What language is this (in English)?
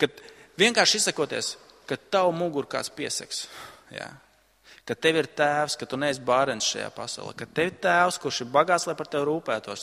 Latvian